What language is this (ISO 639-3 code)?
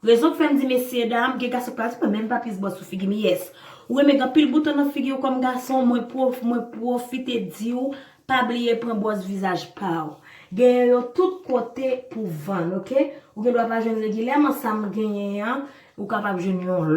hat